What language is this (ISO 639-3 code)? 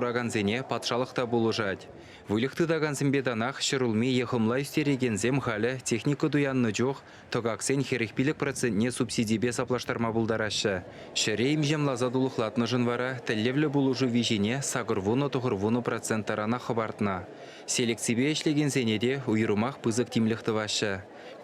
chv